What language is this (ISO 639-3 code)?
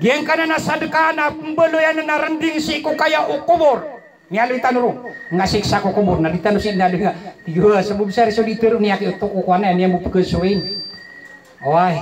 mrw